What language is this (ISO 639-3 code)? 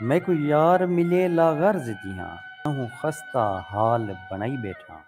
skr